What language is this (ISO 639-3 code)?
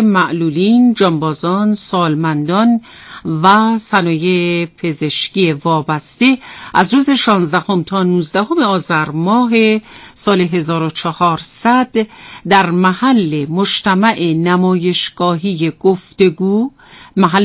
fas